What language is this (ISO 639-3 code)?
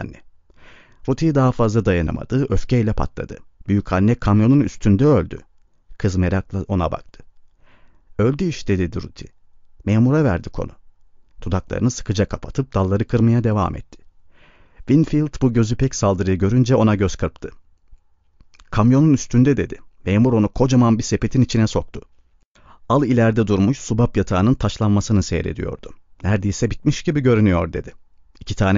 tur